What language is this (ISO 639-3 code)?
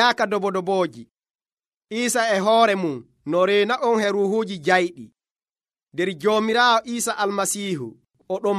fuv